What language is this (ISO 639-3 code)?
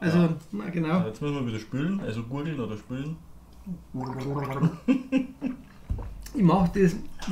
bar